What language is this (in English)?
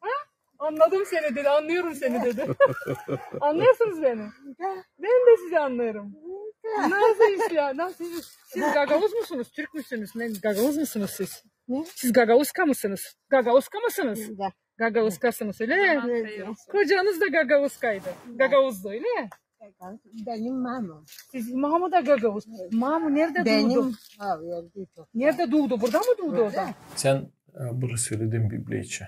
Gagauz